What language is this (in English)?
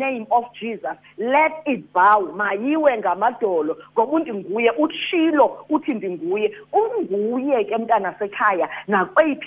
Xhosa